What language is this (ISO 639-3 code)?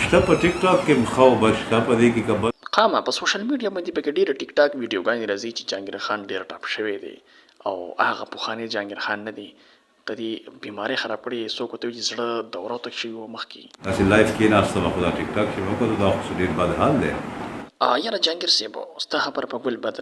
pus